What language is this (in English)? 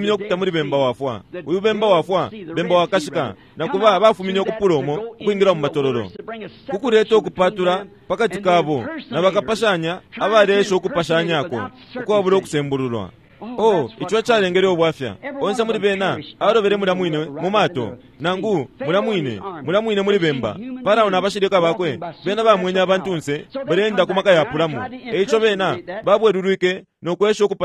Bemba